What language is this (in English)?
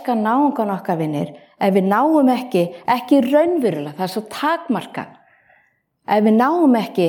Icelandic